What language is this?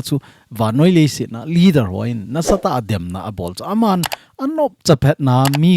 Thado Chin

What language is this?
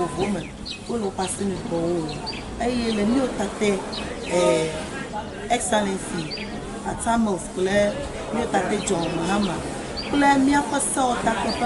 Ewe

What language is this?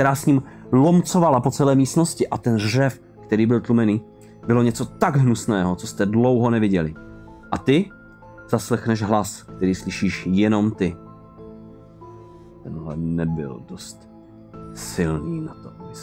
Czech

